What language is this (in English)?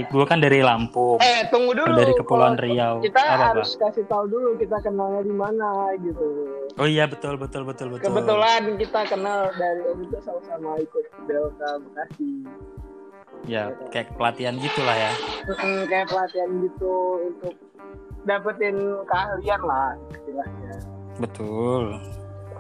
Indonesian